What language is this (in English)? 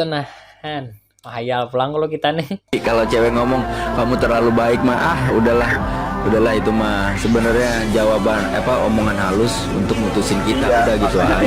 Banjar